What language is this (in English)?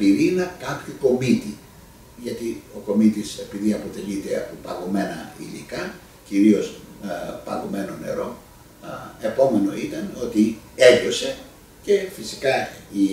Greek